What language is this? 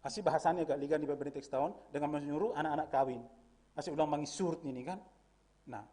Batak Simalungun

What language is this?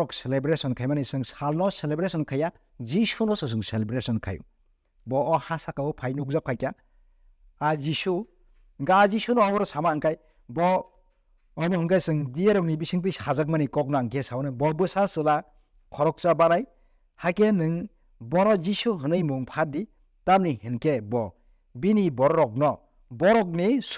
Kok Borok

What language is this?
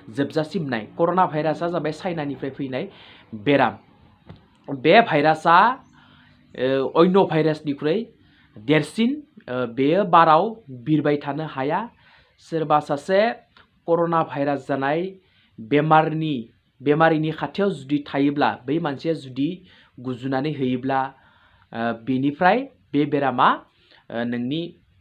Bodo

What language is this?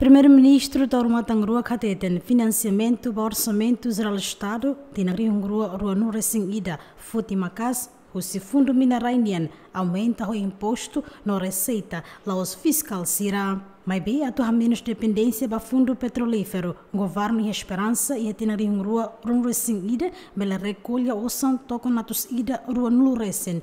Tetum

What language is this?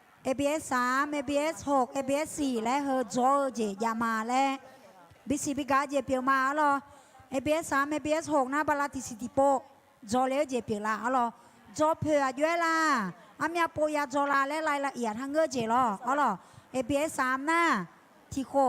Akha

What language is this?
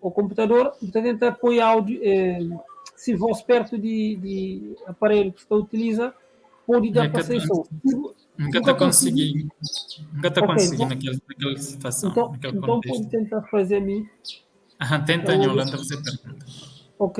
Kabuverdianu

